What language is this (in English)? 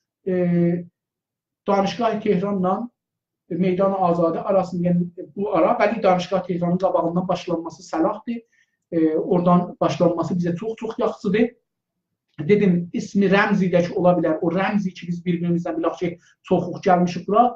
South Azerbaijani